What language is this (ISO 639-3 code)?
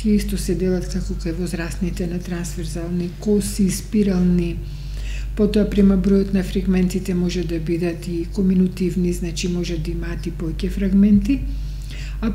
mkd